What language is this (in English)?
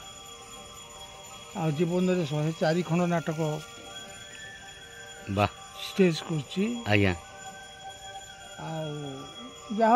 Odia